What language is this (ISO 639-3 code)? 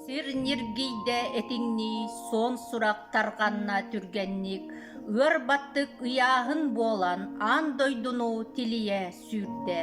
sah